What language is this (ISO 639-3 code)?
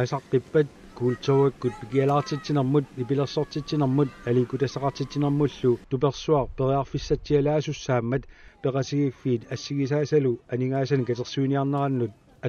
kal